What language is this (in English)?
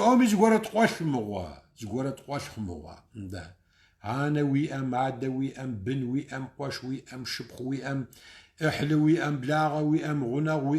Kabardian